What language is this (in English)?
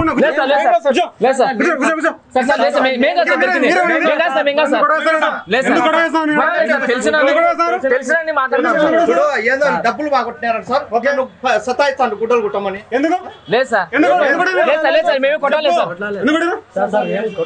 Telugu